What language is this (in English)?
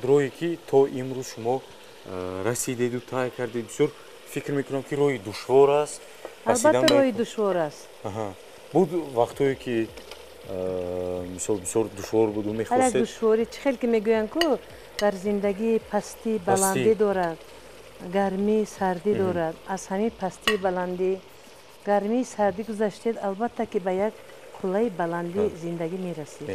Tajik